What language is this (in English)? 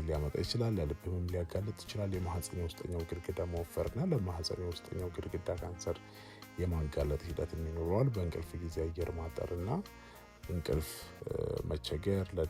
Amharic